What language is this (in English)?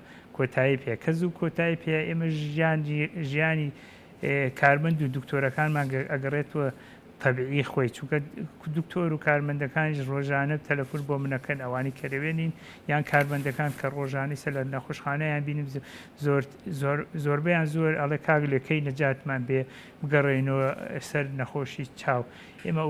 Central Kurdish